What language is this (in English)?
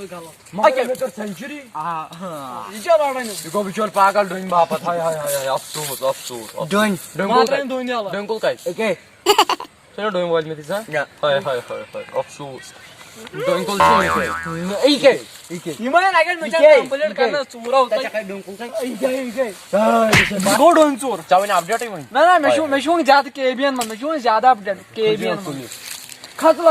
Kashmiri